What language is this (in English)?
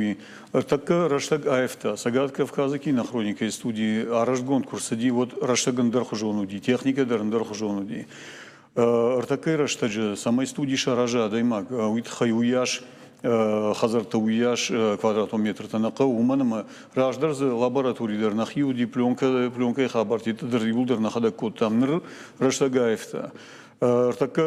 Ossetic